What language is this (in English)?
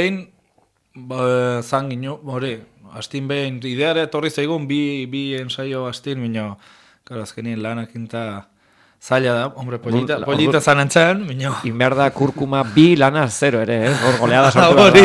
Basque